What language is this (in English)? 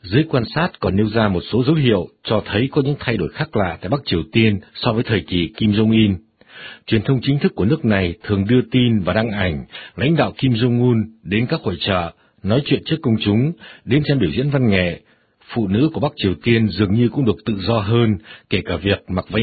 Vietnamese